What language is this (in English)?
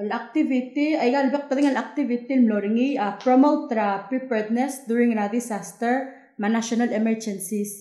Palauan